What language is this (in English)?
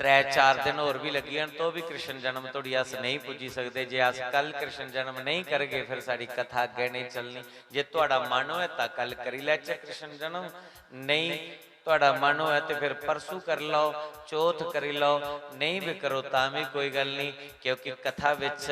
Dogri